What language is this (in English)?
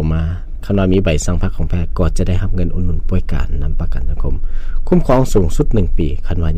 Lao